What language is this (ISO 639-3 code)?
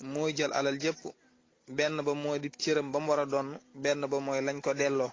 wol